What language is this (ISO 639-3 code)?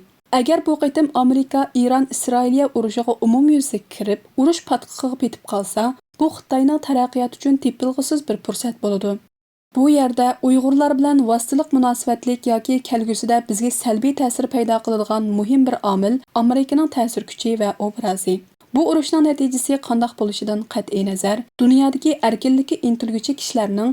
uig